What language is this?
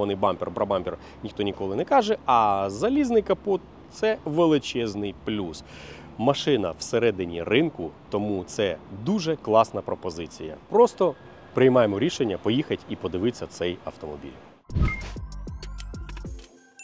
Ukrainian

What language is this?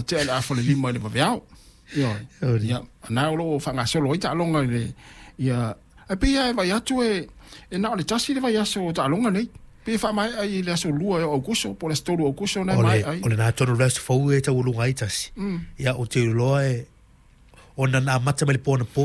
Samoan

